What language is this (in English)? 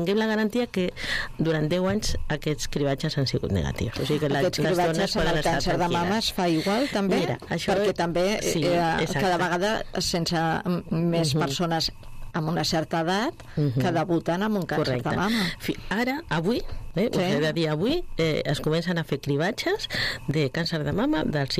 Catalan